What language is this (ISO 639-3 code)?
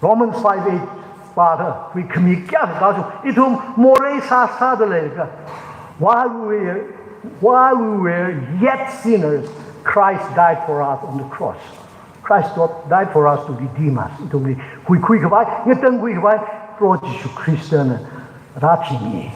nmf